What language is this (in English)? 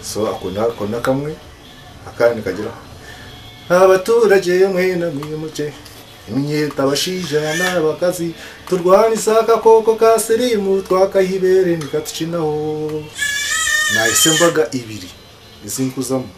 Nyankole